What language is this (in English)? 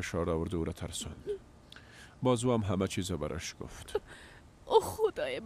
Persian